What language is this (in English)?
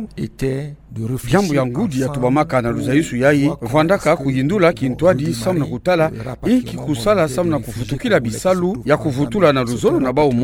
Kituba (Democratic Republic of Congo)